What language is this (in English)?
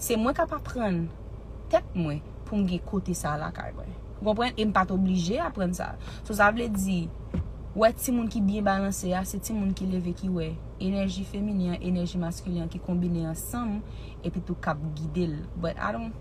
Haitian Creole